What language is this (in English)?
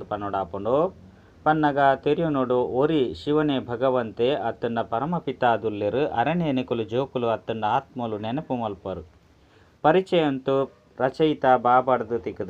Tulu